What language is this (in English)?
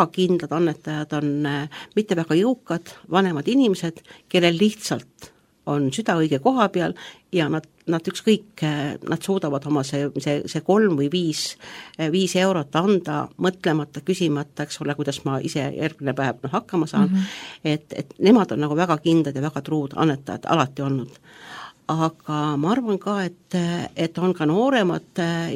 Estonian